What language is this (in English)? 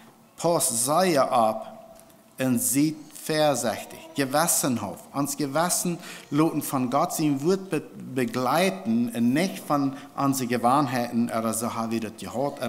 Plautdietsch